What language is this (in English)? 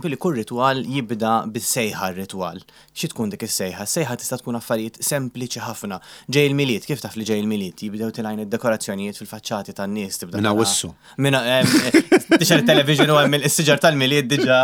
Maltese